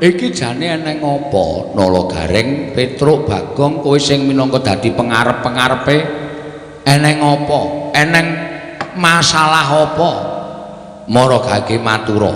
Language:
Javanese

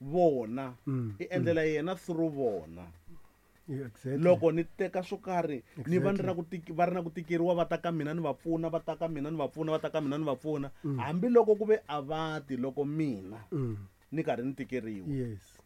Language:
Tsonga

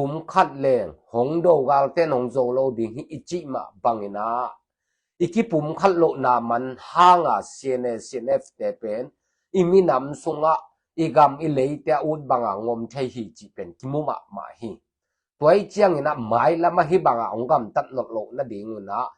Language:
Tedim Chin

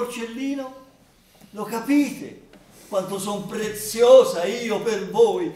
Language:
Italian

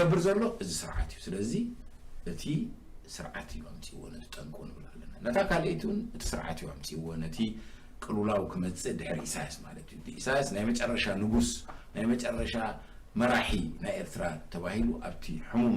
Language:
Tigrinya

